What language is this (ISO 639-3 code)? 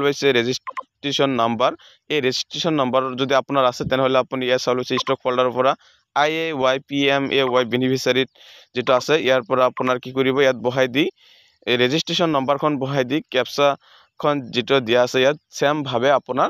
asm